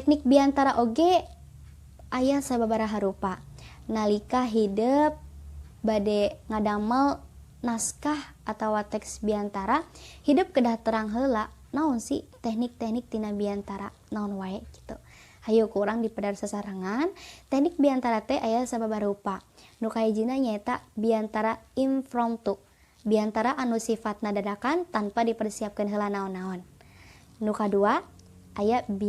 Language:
Sundanese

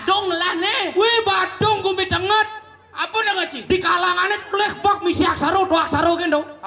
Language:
Balinese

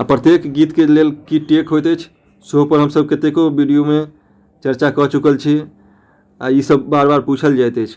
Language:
Maithili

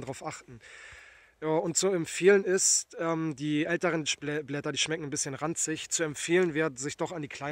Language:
German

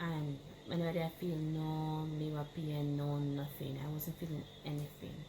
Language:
Jamaican Creole English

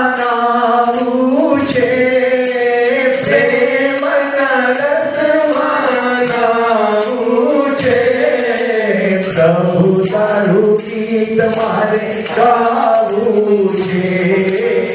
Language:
Gujarati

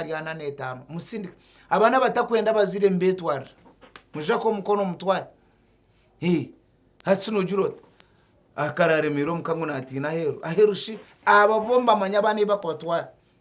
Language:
Nyankole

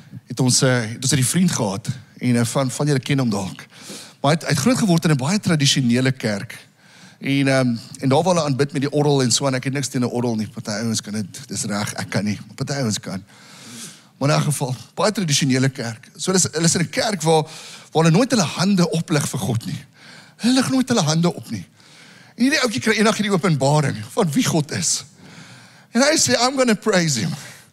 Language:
Afrikaans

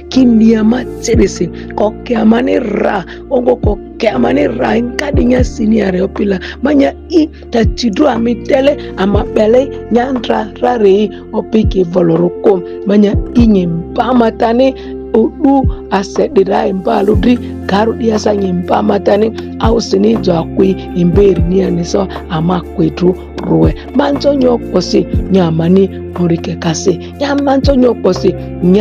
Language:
Ma'di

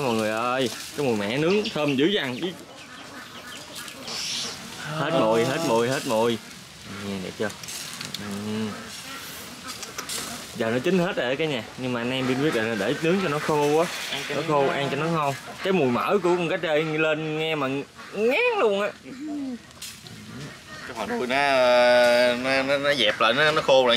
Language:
Vietnamese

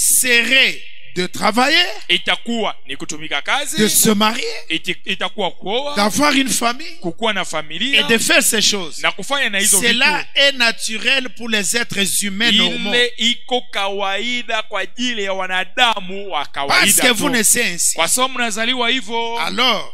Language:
Swahili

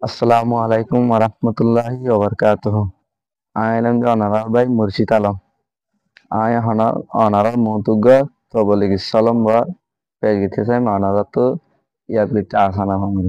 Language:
Rohingya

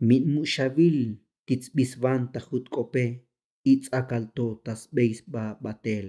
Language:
Tzotzil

